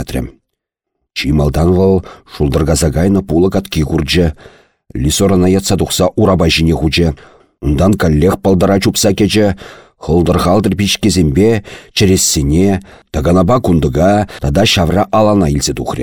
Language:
Chuvash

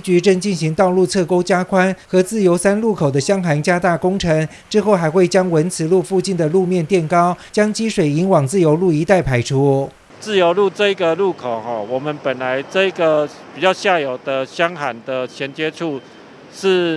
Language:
Chinese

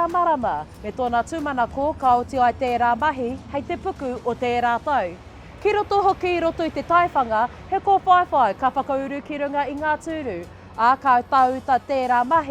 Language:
Māori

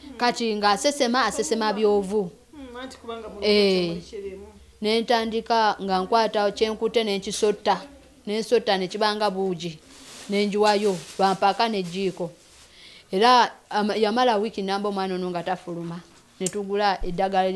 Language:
Ganda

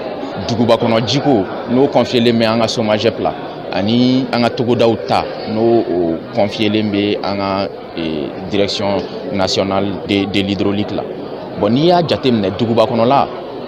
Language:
Bambara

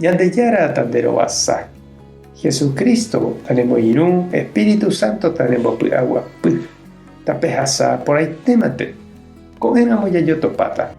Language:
Guarani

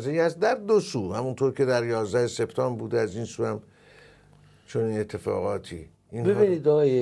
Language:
Persian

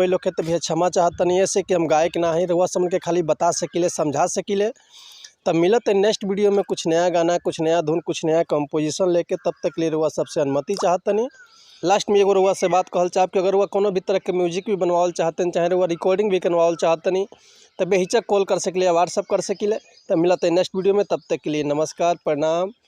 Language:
Bhojpuri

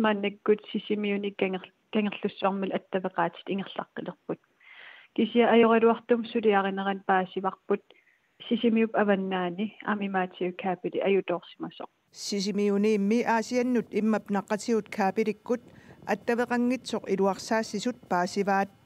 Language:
Kalaallisut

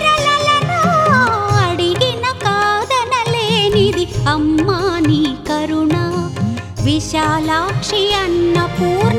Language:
Telugu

